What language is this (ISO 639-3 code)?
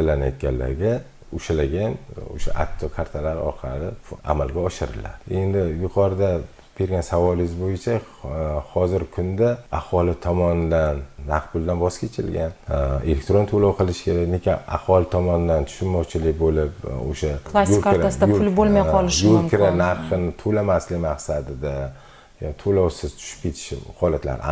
uzb